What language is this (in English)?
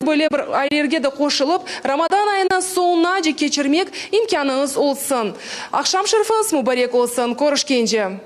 Crimean Tatar